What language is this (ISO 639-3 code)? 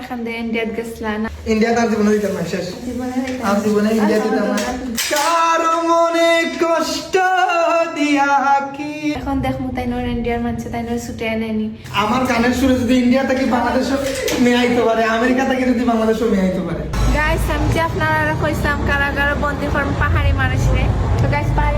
syl